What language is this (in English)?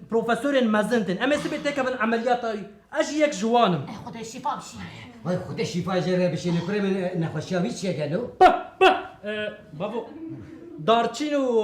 Kurdish